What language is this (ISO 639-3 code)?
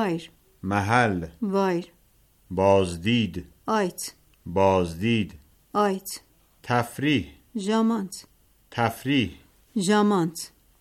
hye